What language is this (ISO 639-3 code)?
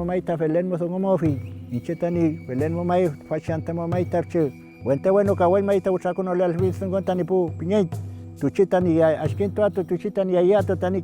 arn